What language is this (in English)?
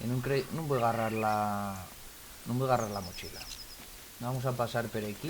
Asturian